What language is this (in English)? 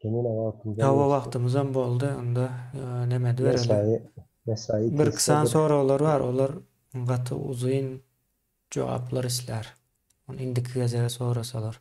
Turkmen